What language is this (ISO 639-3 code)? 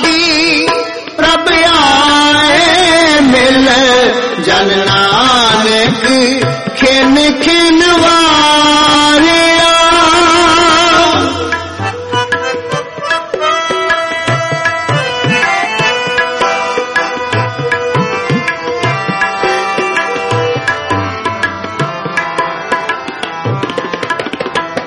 pan